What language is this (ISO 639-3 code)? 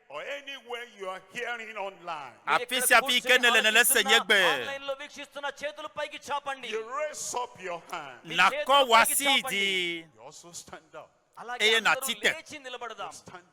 ewe